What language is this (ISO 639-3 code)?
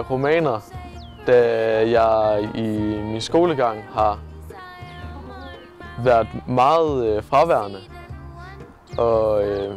dan